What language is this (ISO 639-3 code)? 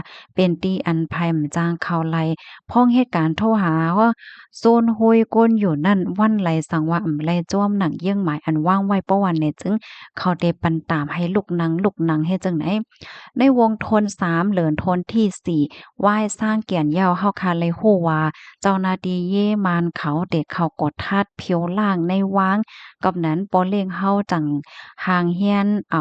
shn